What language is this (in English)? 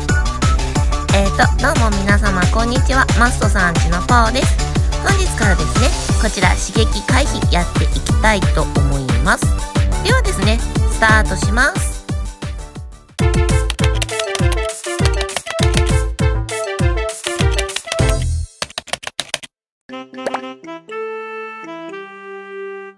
Japanese